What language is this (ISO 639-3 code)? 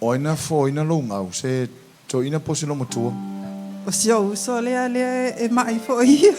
smo